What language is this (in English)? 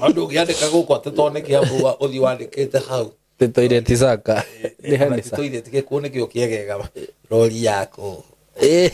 Kikuyu